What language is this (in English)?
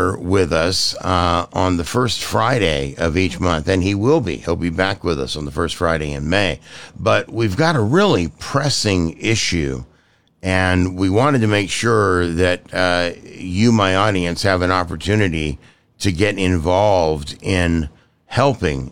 English